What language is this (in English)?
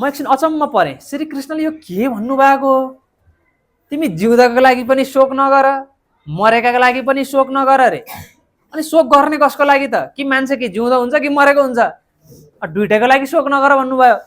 Nepali